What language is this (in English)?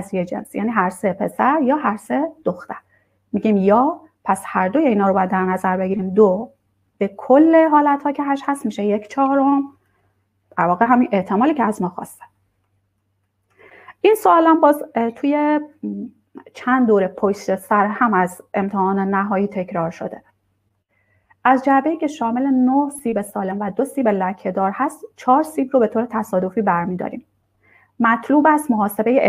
Persian